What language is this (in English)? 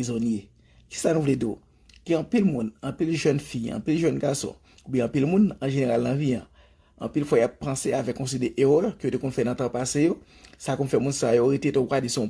Haitian Creole